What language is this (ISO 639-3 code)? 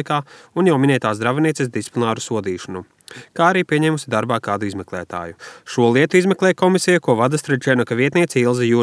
lav